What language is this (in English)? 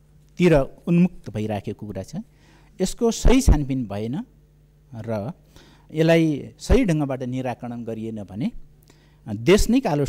Nepali